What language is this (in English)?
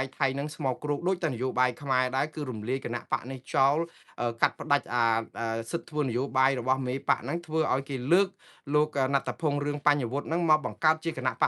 Khmer